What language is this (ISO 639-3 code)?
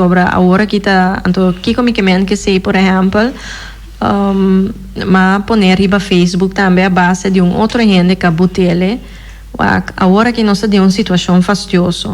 pap